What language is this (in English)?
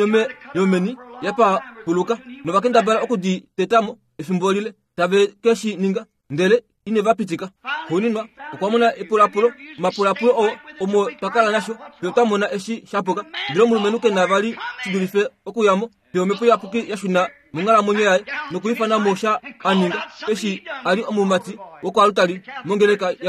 Kuanyama